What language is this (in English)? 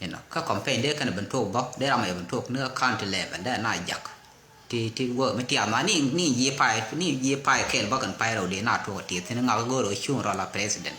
Nuer